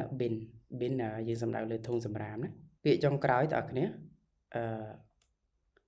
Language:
Khmer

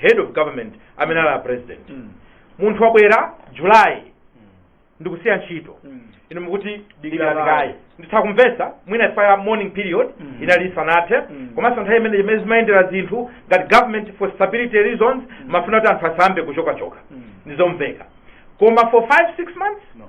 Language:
Nyanja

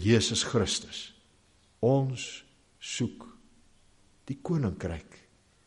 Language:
Afrikaans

